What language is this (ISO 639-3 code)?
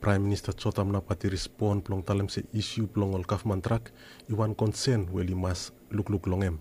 bis